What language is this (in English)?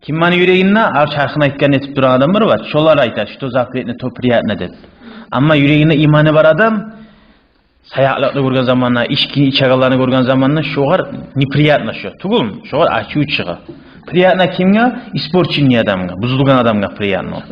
Kumyk